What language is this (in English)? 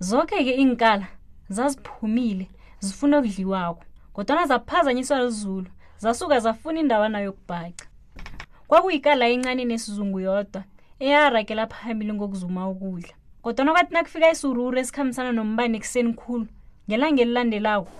South Ndebele